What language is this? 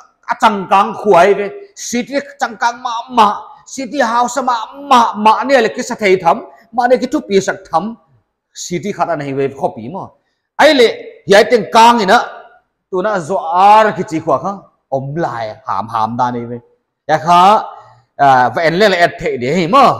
Paite Chin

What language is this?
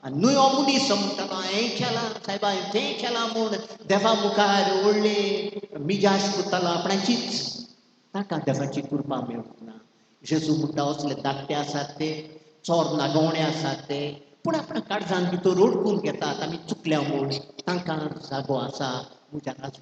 Konkani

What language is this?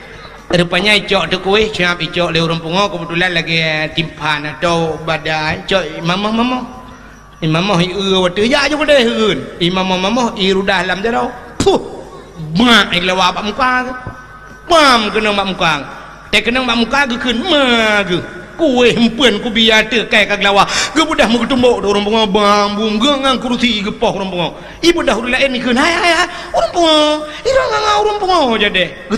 Achinese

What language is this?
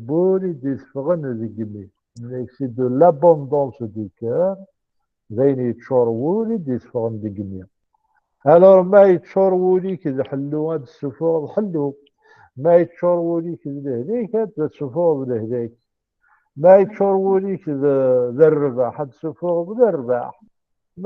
Kabyle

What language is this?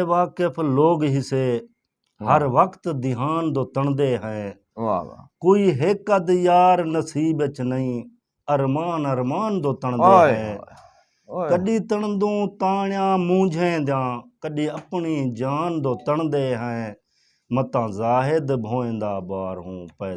Saraiki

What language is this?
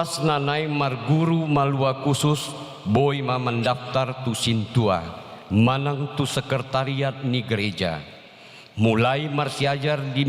Batak Toba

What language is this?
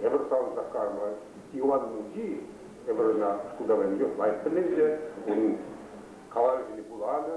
Chuvash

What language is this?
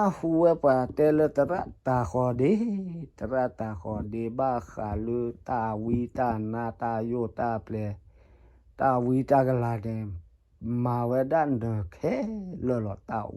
S'gaw Karen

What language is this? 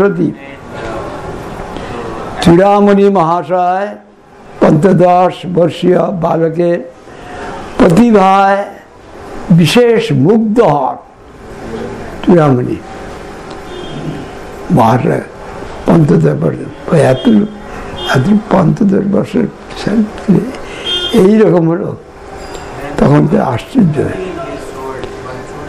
Bangla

